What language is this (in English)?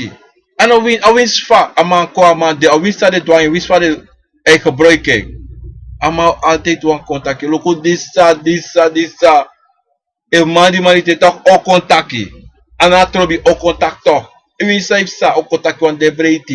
Sranan Tongo